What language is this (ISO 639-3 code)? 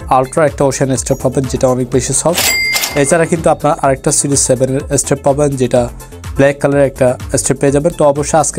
ben